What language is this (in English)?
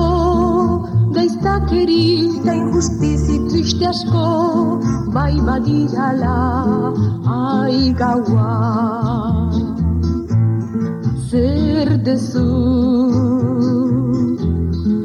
Basque